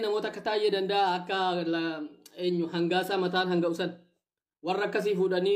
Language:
Oromo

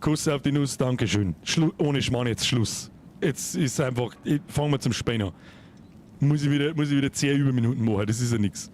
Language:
Bavarian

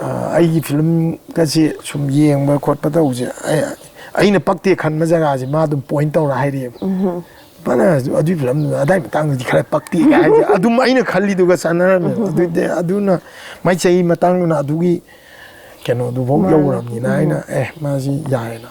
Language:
Manipuri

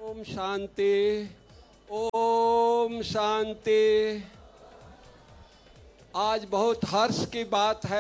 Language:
Hindi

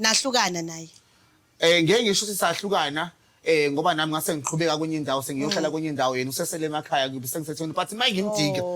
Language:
Zulu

